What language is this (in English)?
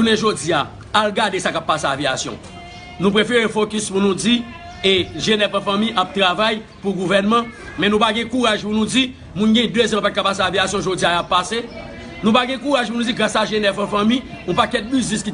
Haitian Creole